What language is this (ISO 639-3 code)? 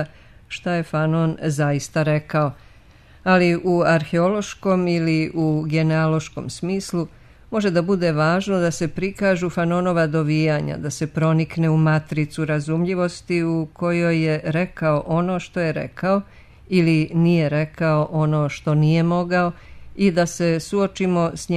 srp